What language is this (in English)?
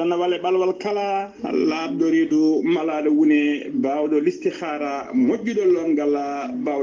Fula